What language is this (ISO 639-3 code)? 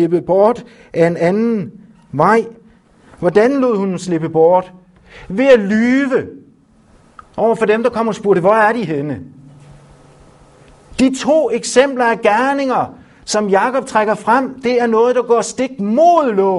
dan